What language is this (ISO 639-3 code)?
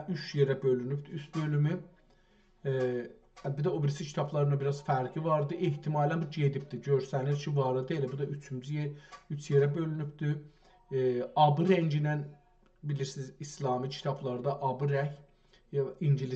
azb